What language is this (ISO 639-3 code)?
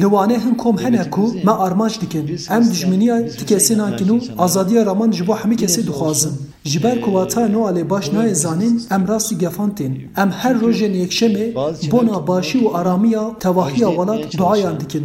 kur